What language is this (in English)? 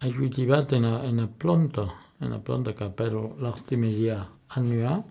Occitan